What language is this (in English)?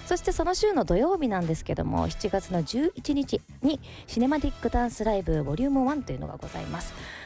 Japanese